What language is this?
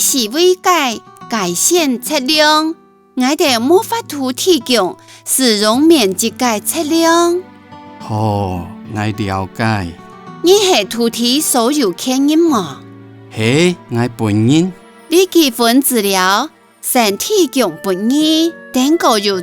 Hakka Chinese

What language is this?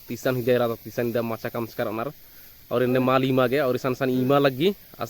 Kurukh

